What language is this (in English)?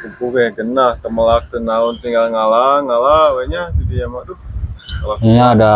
Sundanese